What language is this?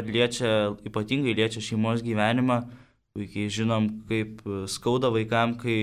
Lithuanian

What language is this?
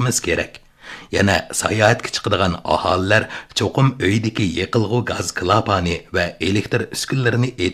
Uyghur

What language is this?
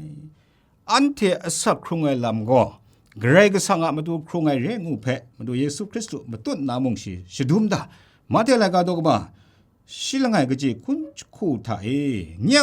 Kachin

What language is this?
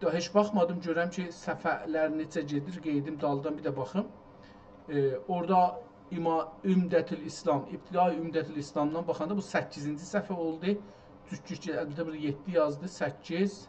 South Azerbaijani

